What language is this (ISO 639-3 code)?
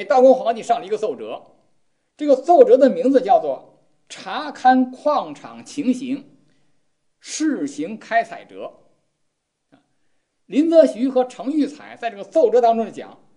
zho